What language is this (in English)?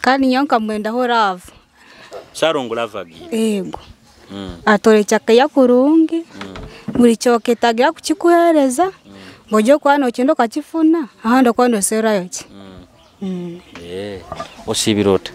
Nyoro